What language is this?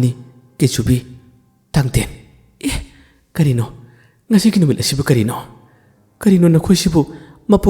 Manipuri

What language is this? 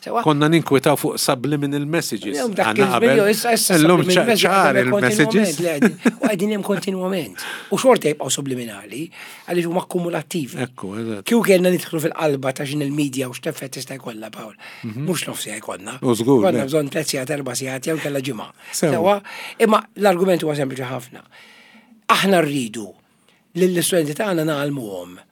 Maltese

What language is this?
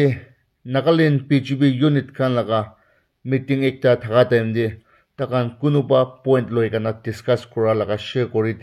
Naga Pidgin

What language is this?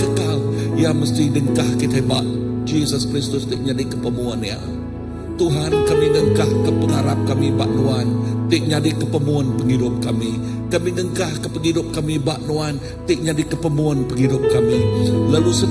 Iban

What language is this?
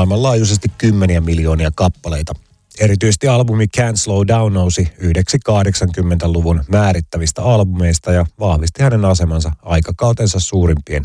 Finnish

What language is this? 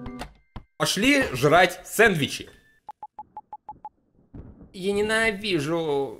Russian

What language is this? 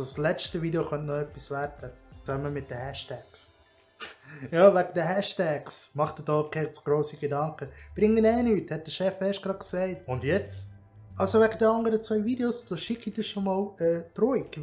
Swiss German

